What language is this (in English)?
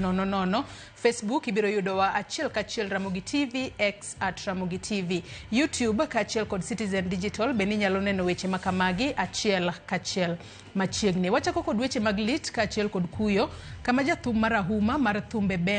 Luo (Kenya and Tanzania)